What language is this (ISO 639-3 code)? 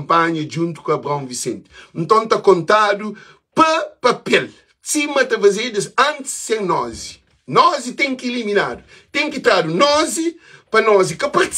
kea